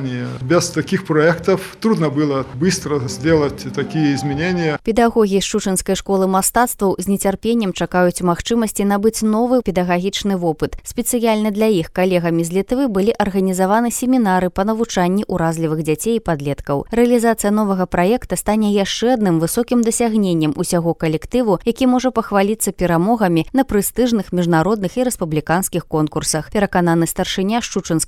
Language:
Belarusian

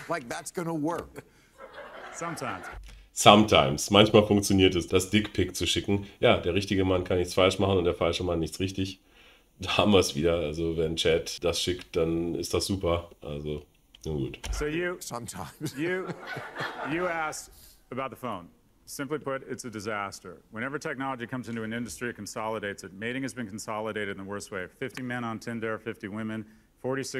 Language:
German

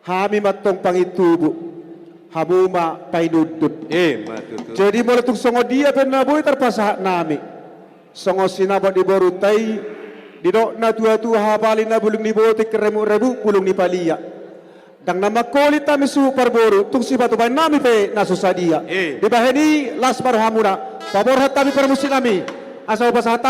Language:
Batak Toba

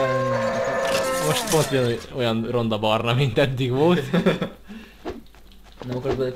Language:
Hungarian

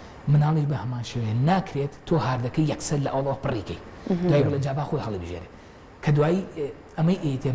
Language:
Central Kurdish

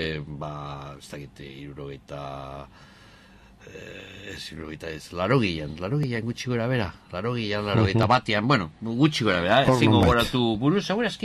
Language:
Basque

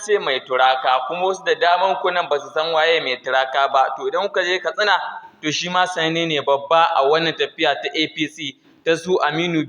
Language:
Hausa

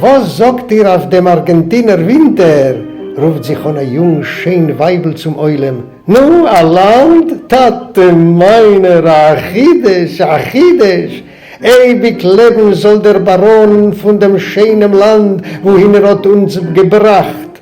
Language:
Yiddish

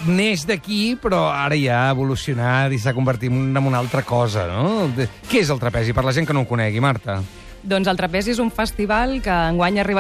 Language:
Catalan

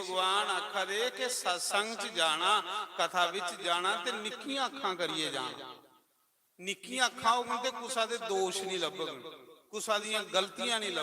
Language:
Dogri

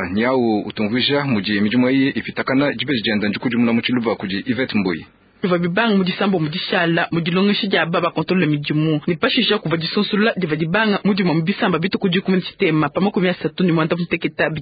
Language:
Luba-Lulua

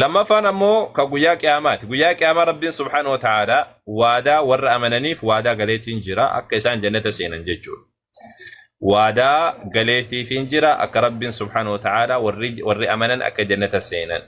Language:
Oromo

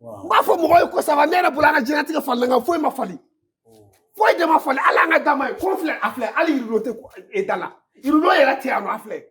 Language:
Bambara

